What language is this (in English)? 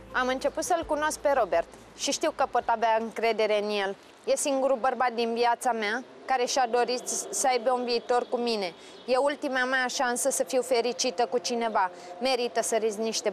Romanian